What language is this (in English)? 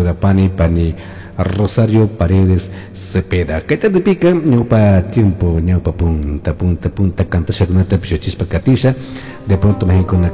Chimborazo Highland Quichua